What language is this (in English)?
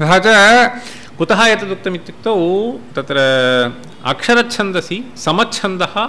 Sanskrit